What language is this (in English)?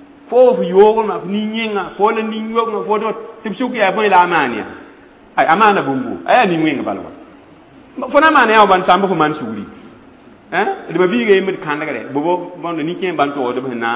Mossi